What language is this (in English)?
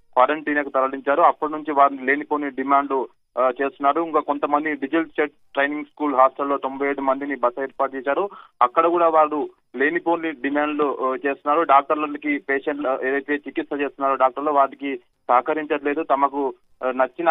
Telugu